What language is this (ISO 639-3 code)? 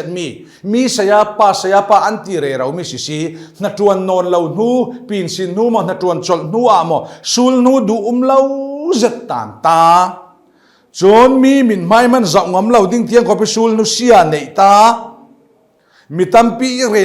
cfm